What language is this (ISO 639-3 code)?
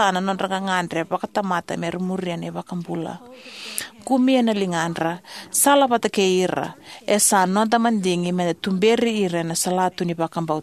fij